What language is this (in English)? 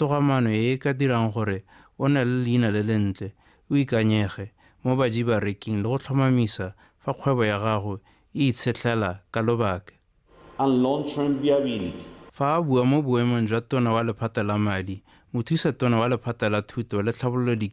Tswana